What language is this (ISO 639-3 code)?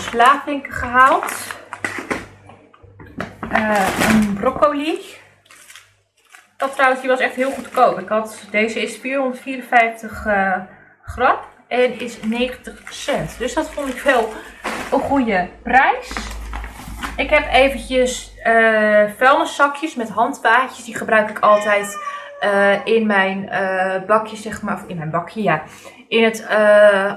nld